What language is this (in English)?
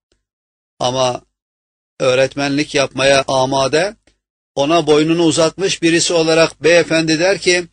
Turkish